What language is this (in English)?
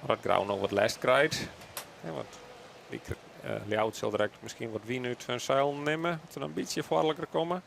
Western Frisian